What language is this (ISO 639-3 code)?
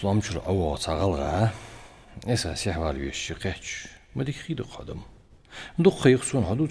inh